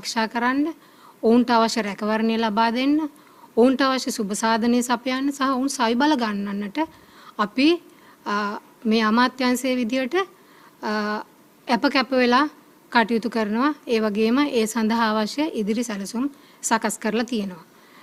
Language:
Sinhala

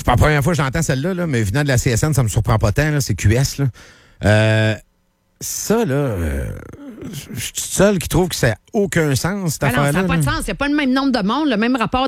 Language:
French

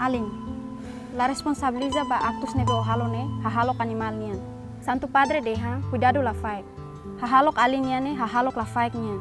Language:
Tetum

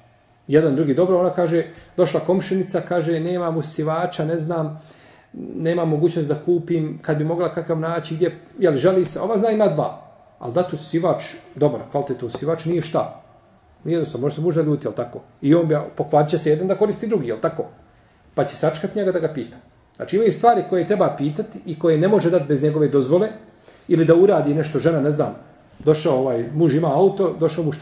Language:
Bosnian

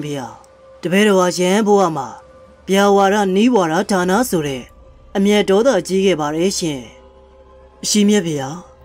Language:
Burmese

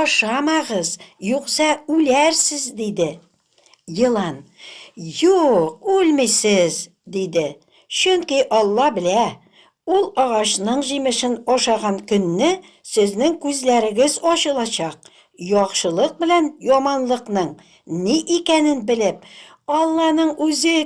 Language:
Tatar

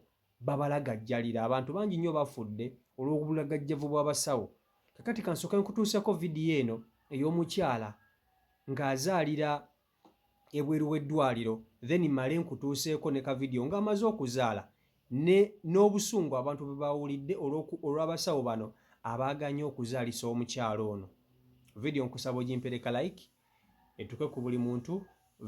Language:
Ganda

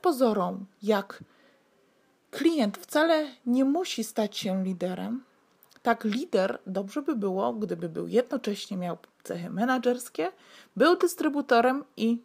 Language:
Polish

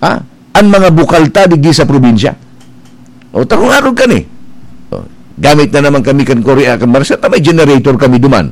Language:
Bikol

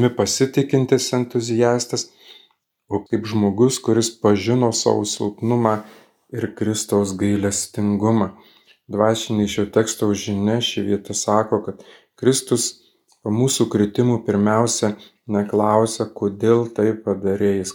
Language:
Lithuanian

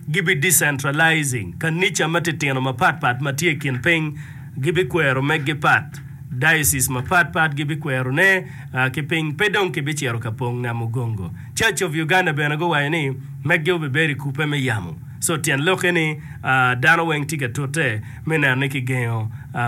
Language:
Acoli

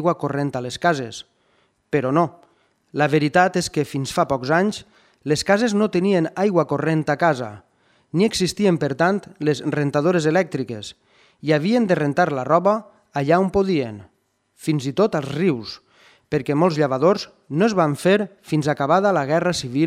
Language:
Catalan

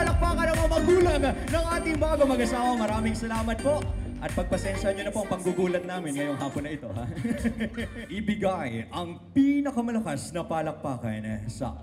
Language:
Filipino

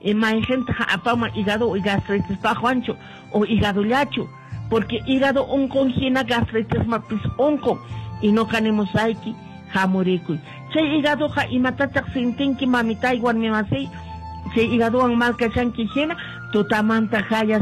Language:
Quechua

